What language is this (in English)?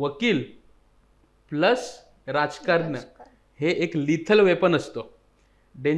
Marathi